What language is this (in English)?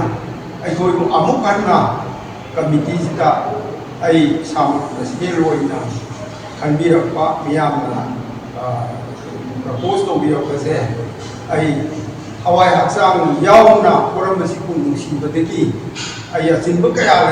Manipuri